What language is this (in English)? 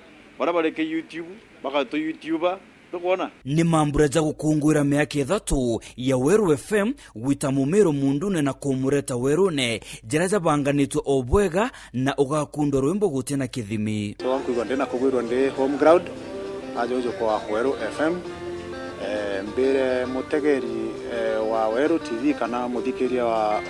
Meru